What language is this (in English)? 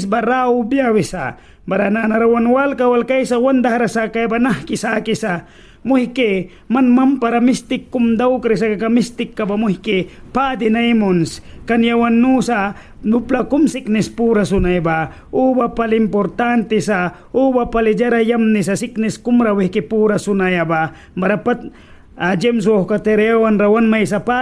Mískito